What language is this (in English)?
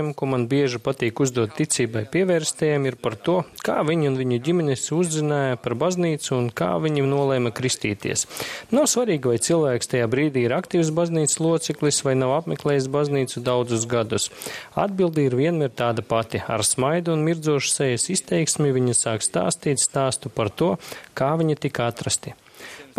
Latvian